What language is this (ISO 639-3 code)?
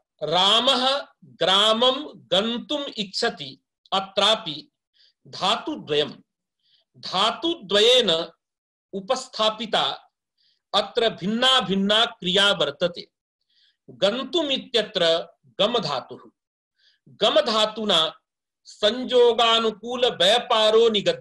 san